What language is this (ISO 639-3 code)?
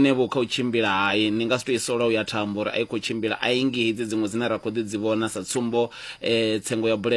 ven